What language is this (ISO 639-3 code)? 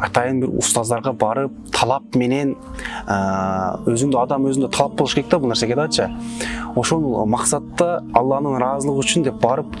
kir